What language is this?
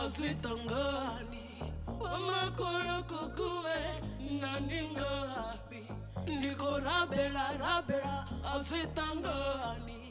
Venda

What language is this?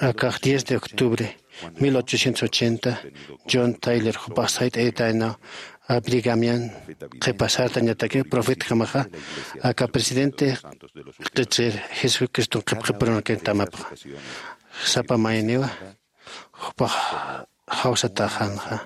Aymara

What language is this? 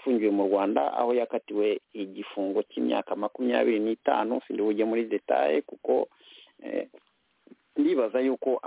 Kinyarwanda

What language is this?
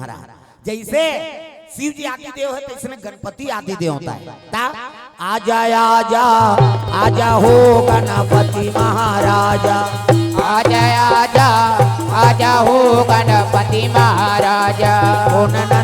Chhattisgarhi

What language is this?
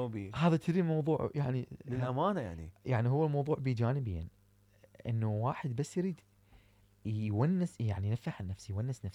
Mesopotamian Arabic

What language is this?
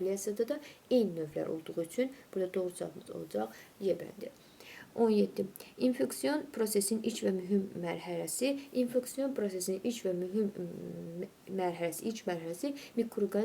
Azerbaijani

